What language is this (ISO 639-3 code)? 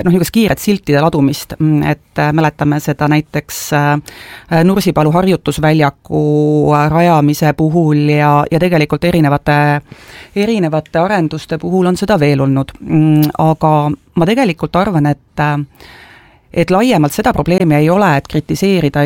est